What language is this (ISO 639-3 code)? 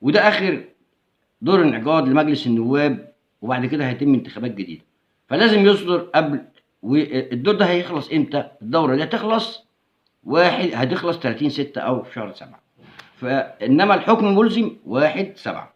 arz